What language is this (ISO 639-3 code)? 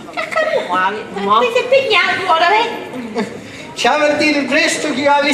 scn